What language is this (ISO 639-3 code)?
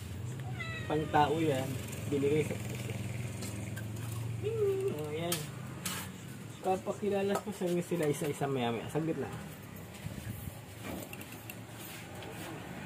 fil